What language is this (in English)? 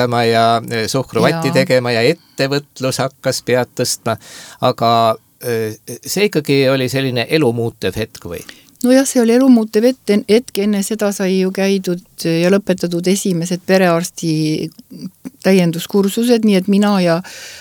Estonian